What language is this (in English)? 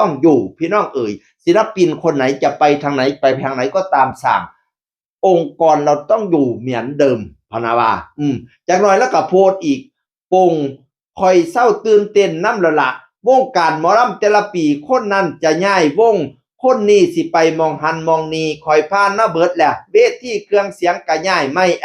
Northeastern Thai